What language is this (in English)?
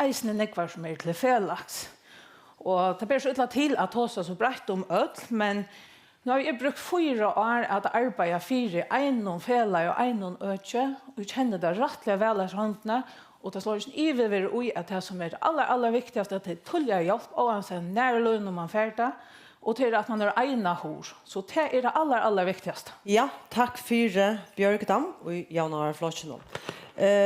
Faroese